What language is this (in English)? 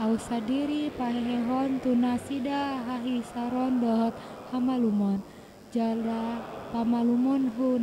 Batak Toba